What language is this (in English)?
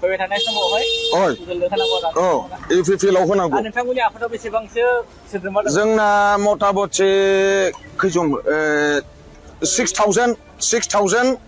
Bodo